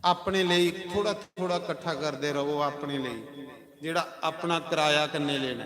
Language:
Dogri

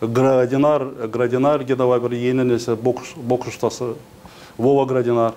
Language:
Gagauz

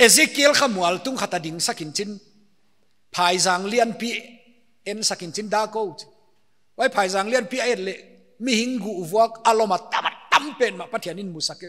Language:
Paite Chin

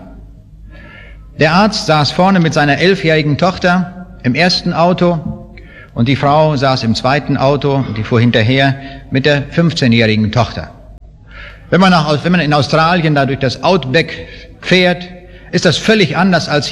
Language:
German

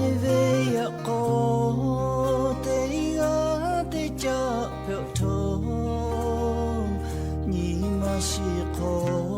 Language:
Lahu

